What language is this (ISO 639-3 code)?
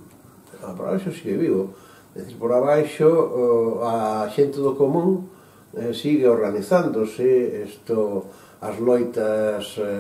glg